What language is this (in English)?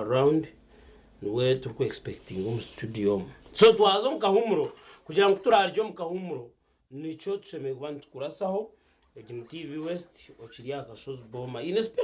Nyankole